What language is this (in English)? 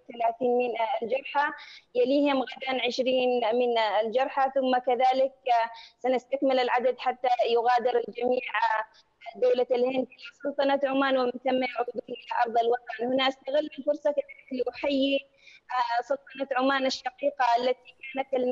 Arabic